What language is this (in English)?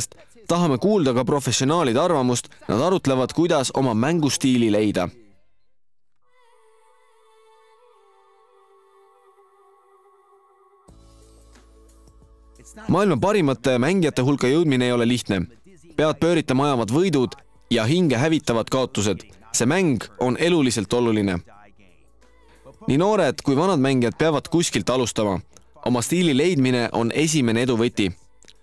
Estonian